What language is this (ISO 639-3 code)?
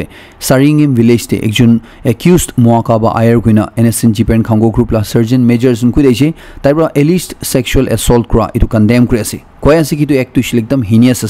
nag